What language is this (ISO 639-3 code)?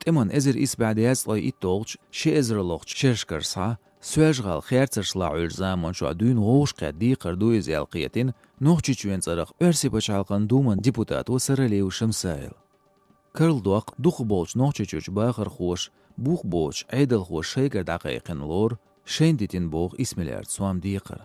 che